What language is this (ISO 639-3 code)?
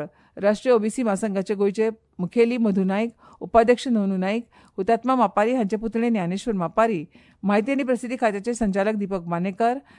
kok